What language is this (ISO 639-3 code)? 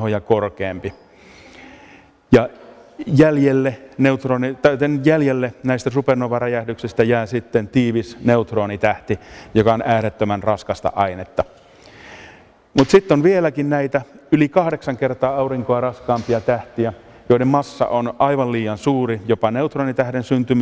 fin